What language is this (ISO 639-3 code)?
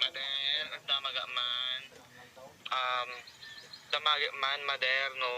ilo